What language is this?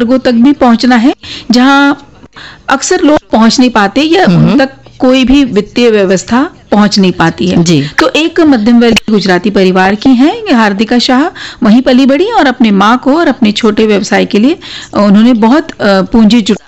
Hindi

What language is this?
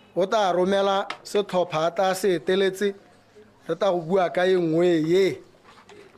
Tswana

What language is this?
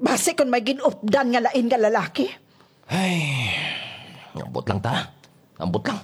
Hiligaynon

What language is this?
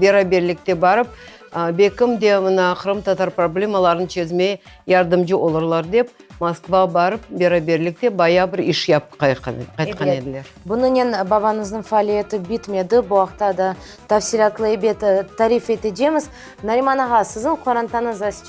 Crimean Tatar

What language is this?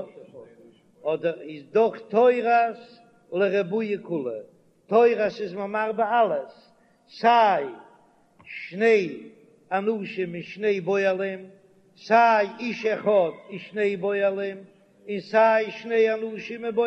Yiddish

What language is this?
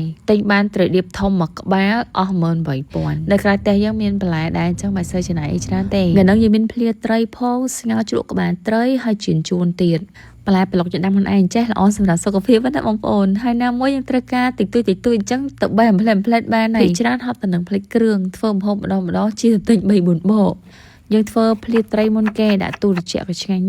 Khmer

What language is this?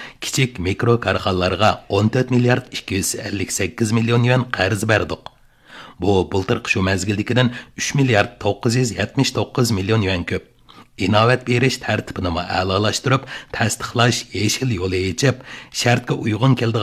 Uyghur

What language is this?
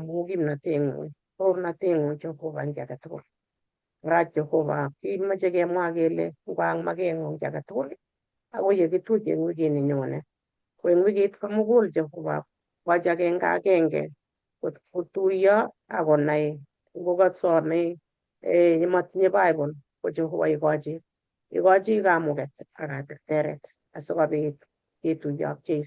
Kalenjin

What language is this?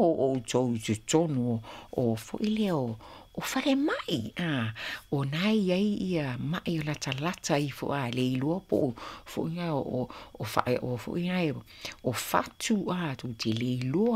Samoan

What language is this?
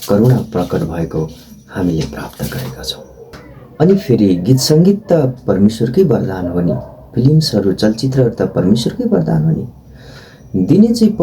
Nepali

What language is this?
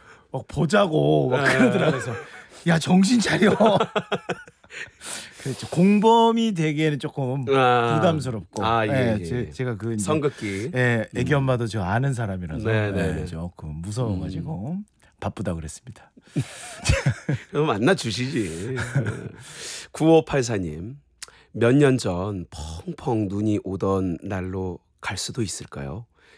Korean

